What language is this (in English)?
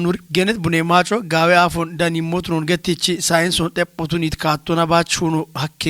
Kafa